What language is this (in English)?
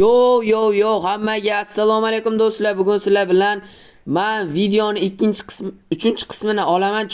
Uzbek